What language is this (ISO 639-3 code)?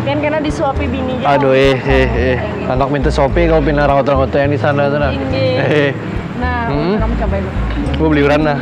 bjn